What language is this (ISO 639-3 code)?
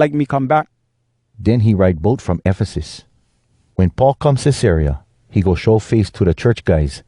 hwc